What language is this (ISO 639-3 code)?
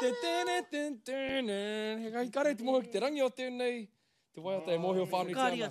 mri